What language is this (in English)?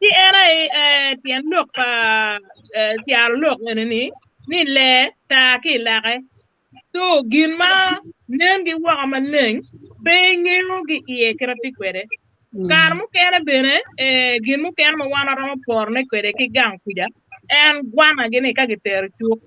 Acoli